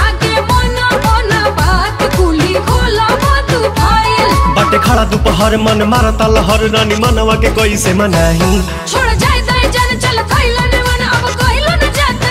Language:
Bhojpuri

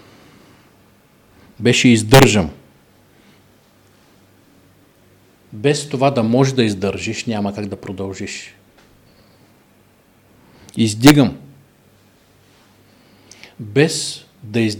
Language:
Bulgarian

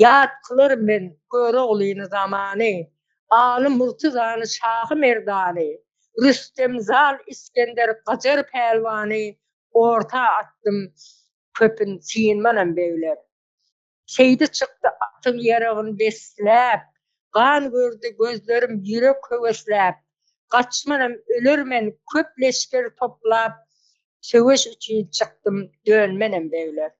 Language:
Turkmen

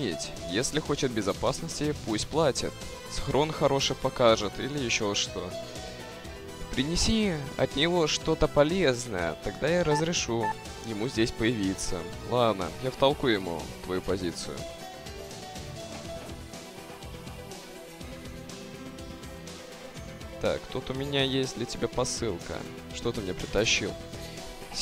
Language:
Russian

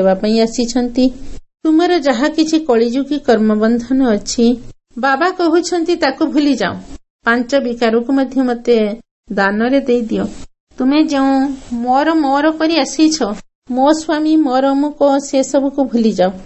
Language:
Odia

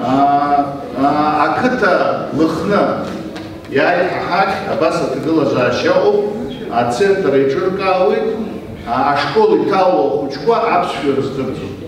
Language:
Abkhazian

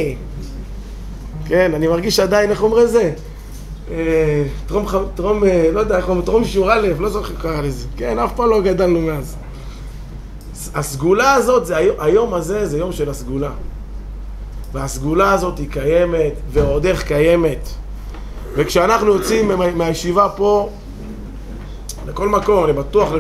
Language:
Hebrew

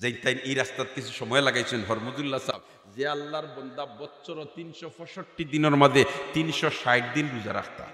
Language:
Sylheti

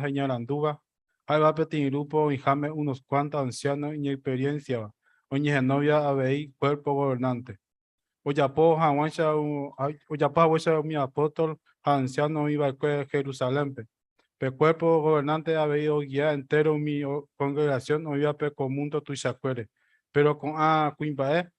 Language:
Guarani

